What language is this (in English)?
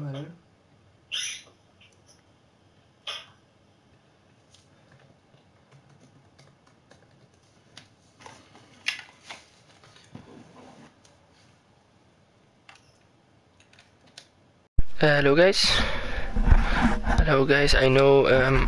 Dutch